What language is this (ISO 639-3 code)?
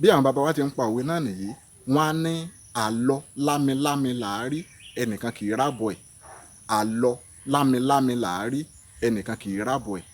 yor